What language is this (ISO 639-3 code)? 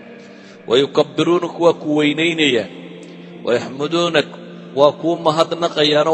som